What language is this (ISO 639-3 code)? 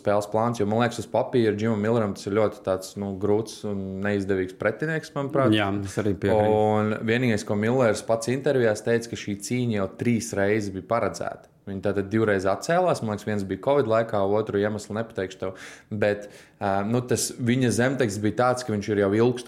lav